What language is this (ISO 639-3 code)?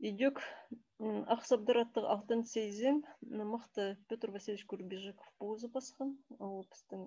kjh